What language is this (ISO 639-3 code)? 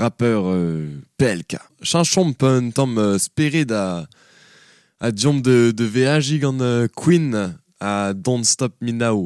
bre